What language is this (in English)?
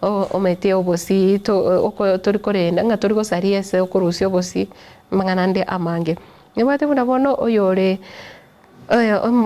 Gusii